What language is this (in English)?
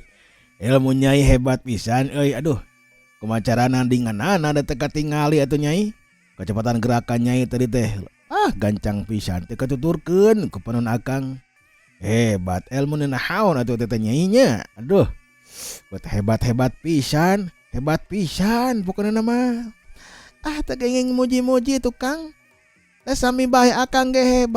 Sundanese